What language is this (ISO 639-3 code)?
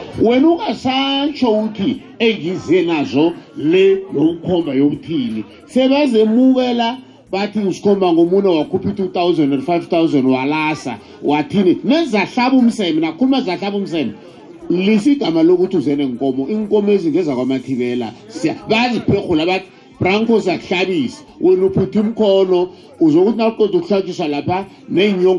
nbl